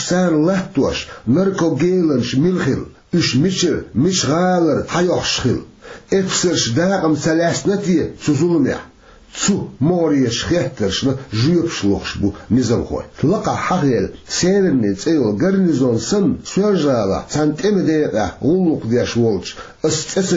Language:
Chechen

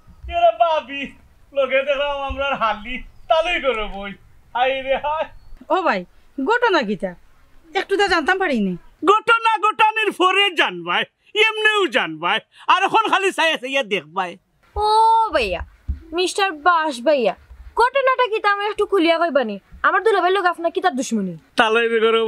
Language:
Sylheti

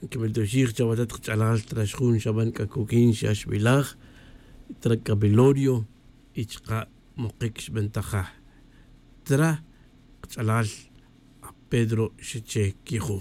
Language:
Tz'utujil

